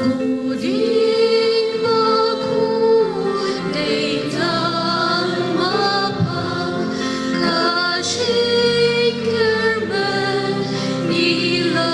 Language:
Khasi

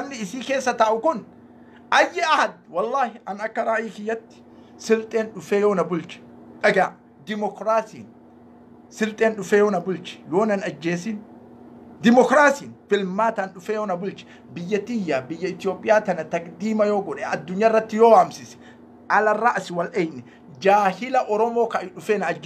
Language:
Oromo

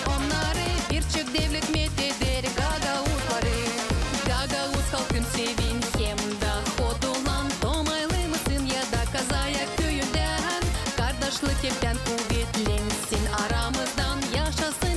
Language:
Gagauz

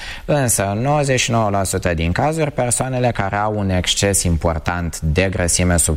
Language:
Romanian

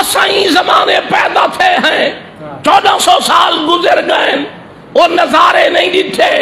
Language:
Saraiki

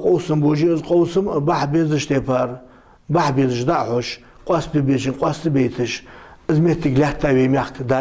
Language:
Ingush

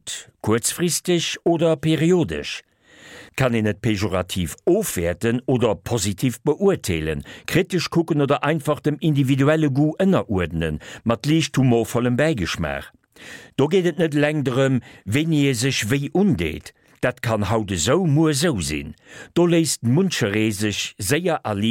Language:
Luxembourgish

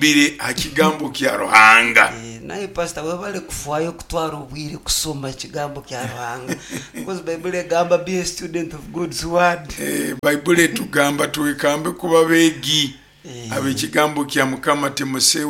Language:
Nyoro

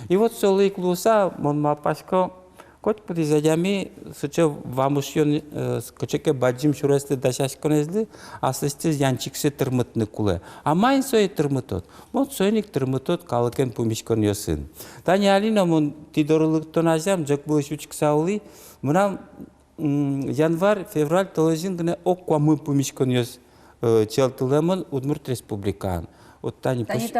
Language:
Udmurt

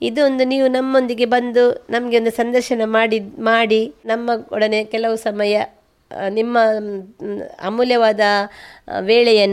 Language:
Kannada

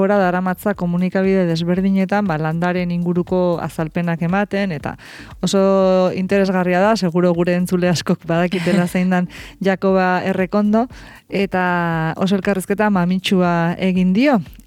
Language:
Basque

